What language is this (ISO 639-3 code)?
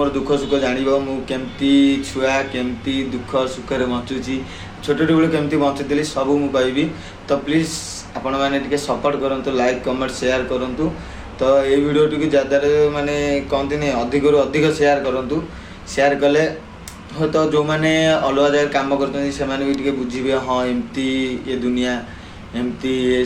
ori